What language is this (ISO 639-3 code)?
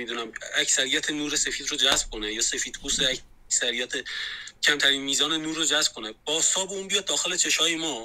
fas